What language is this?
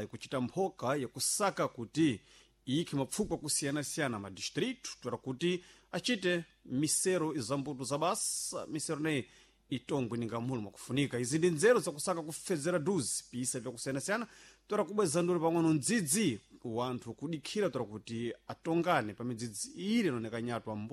Sena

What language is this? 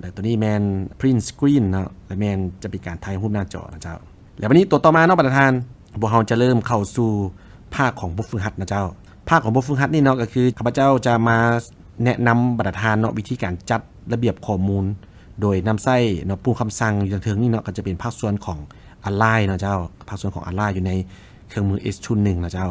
Lao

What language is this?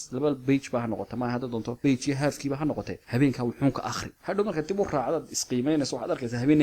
Somali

